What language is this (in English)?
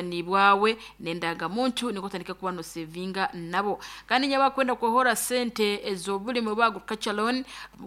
Nyoro